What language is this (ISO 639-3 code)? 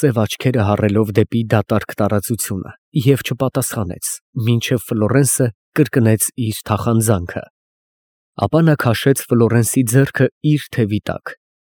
hye